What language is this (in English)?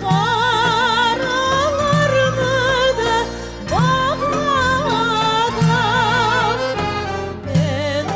Crimean Tatar